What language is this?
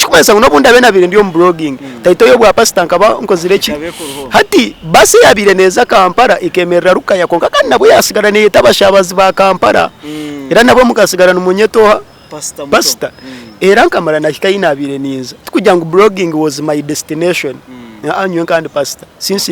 Nyankole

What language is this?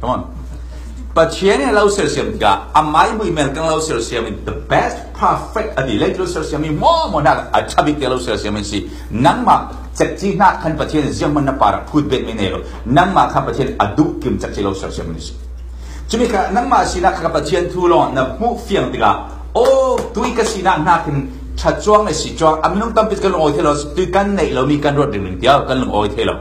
Falam Chin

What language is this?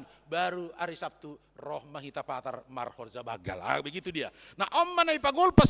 Batak Simalungun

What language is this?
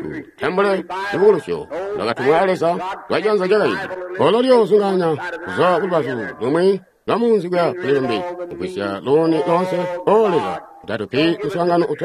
Tonga (Zambia)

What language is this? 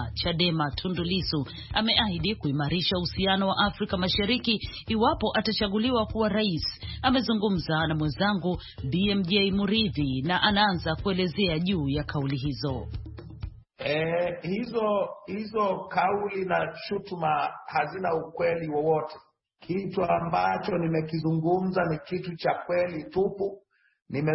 Swahili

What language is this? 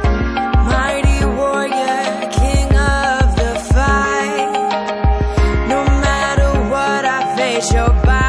Italian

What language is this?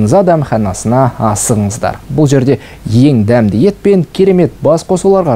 Kazakh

